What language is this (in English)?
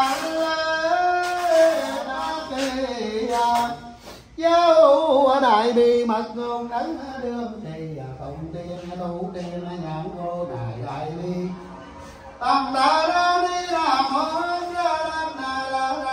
Vietnamese